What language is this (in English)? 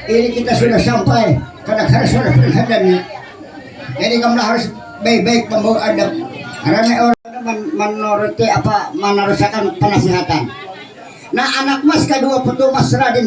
Banjar